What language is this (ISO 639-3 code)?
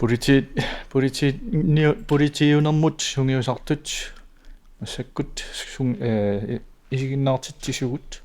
kal